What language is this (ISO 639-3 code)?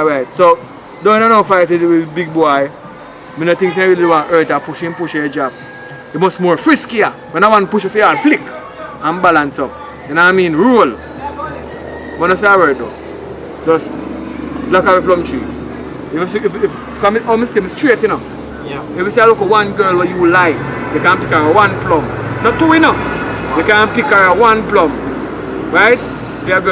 jam